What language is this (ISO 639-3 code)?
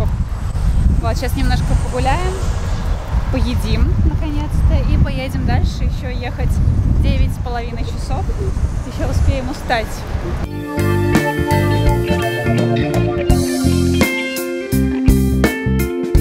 rus